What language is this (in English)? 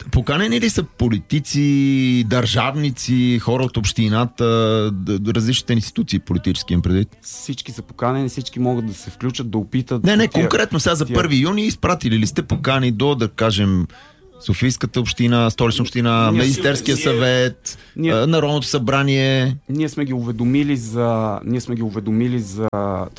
Bulgarian